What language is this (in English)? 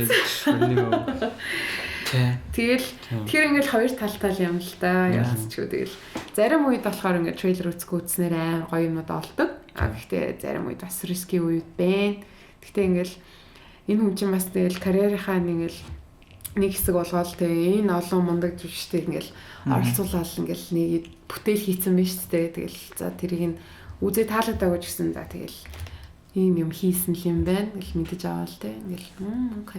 Mongolian